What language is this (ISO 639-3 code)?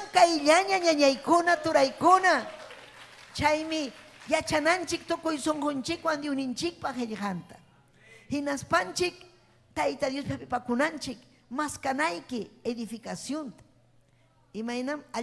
quy